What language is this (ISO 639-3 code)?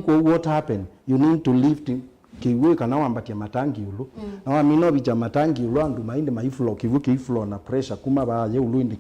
kam